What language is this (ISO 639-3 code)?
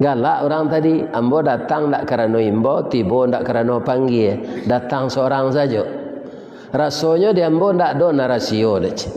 min